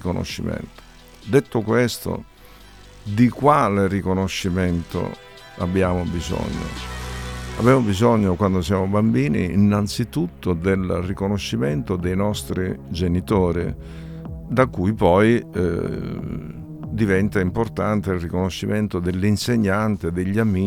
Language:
Italian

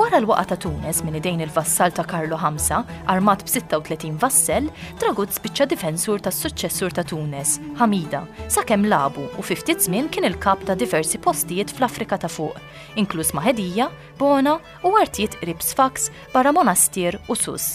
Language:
Maltese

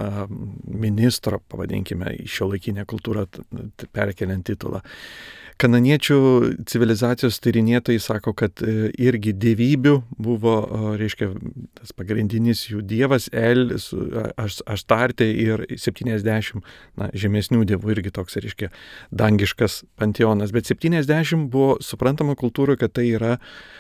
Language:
Lithuanian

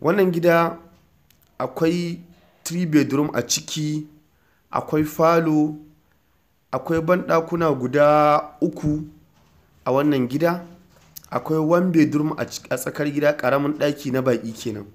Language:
Hausa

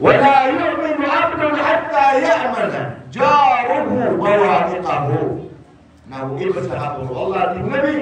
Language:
Maranao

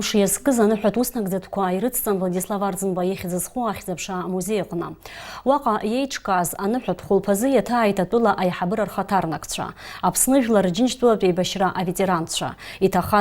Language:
Abkhazian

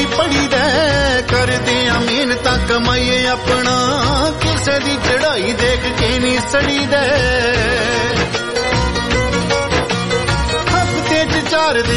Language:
Punjabi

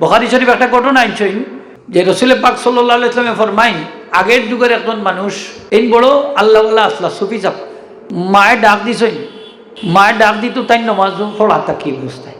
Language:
Sylheti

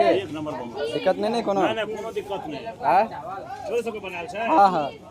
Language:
Maithili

